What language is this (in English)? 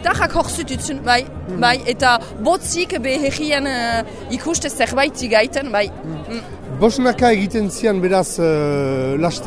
Basque